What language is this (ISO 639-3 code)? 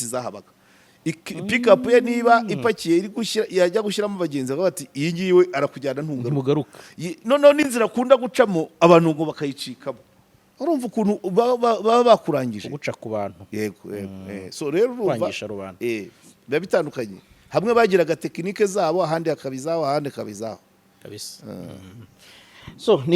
kin